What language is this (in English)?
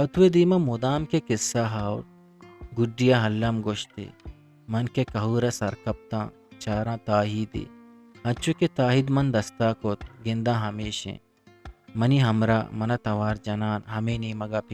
Eastern Balochi